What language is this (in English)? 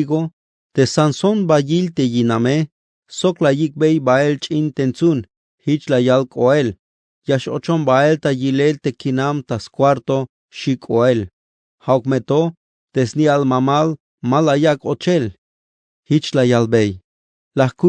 Tzeltal